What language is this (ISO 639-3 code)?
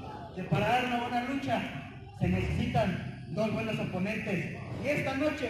spa